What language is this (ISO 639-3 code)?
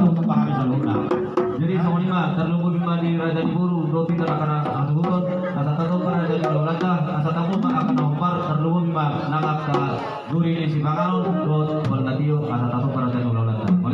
bbc